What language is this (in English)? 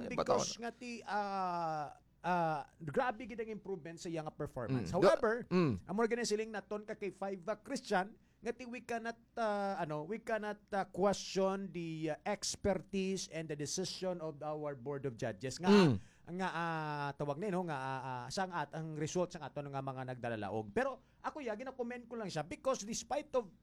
Hiligaynon